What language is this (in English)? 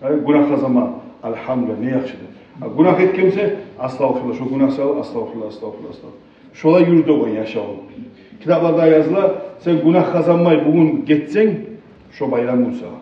Kumyk